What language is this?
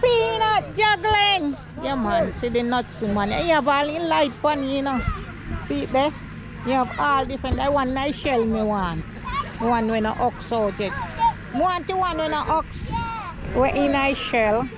Jamaican Creole English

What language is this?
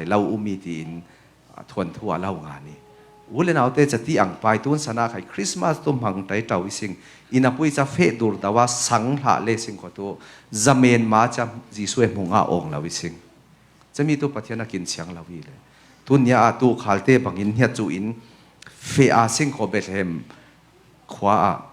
Falam Chin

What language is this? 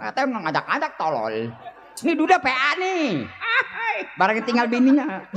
Betawi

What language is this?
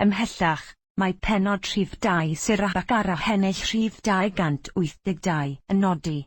Welsh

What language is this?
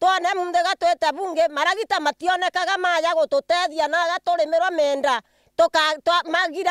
Meru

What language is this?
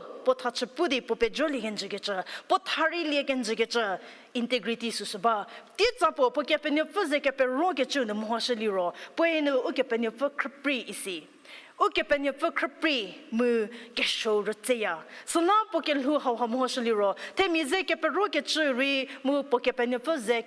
Angami Naga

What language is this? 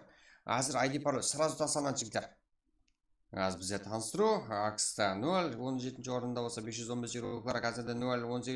Kara-Kalpak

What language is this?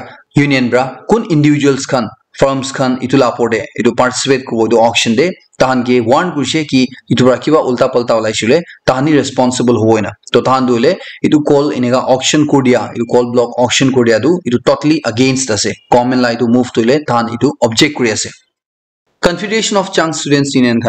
Naga Pidgin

